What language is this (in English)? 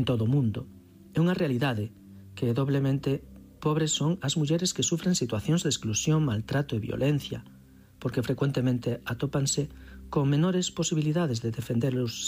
Galician